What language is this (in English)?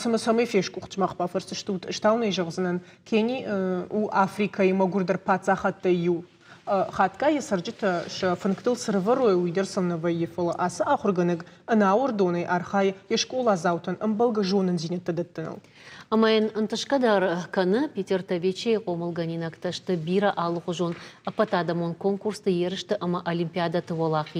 Ossetic